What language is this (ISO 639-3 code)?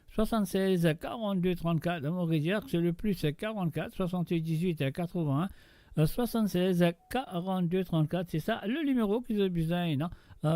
mfe